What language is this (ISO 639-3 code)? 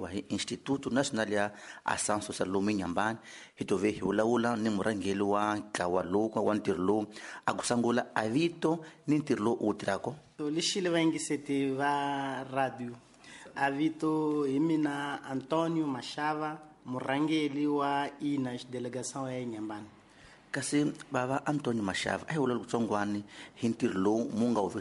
tso